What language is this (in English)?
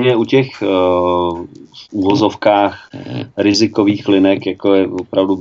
Czech